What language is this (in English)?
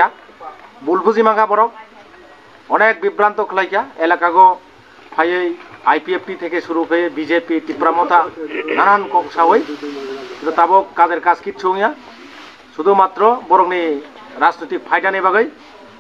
Kok Borok